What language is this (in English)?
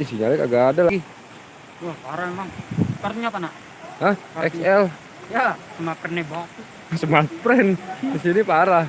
Betawi